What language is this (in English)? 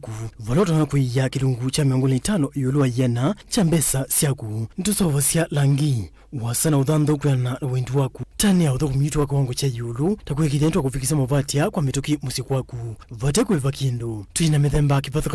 Kamba